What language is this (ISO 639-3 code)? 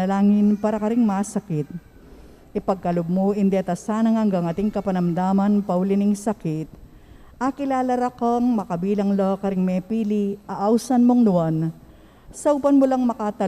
pam